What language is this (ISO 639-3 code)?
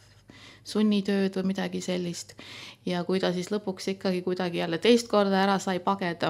est